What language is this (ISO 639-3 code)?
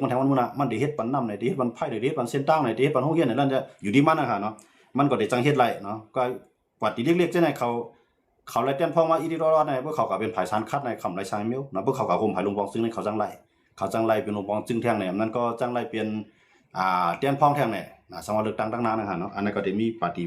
shn